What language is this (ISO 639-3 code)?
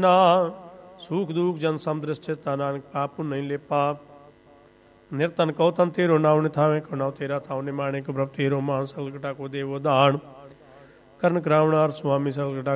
pan